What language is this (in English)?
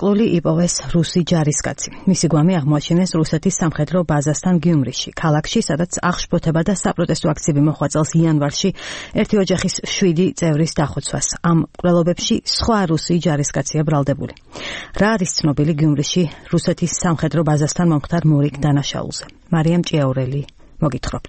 Georgian